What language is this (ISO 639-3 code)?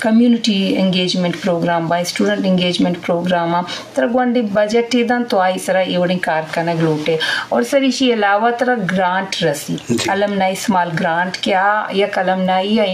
bgp